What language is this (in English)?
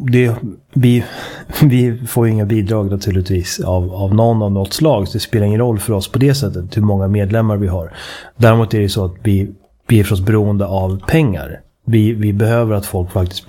Swedish